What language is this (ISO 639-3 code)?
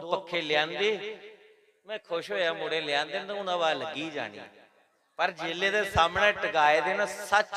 doi